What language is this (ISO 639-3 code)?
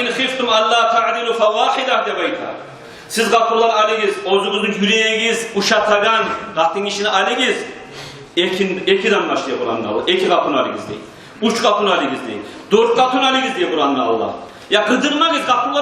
kum